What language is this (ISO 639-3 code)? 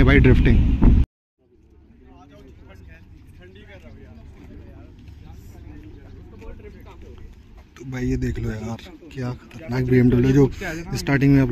hin